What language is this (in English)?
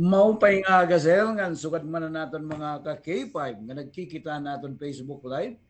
Waray